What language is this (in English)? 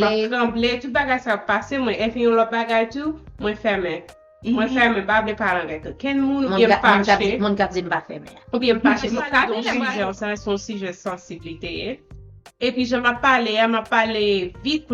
Haitian Creole